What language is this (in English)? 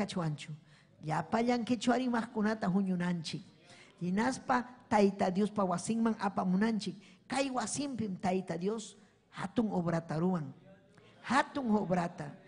Ayacucho Quechua